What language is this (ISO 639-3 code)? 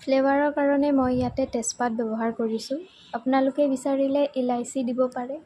asm